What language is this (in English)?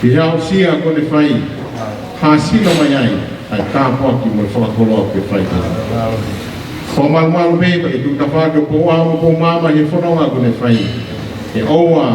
Tongan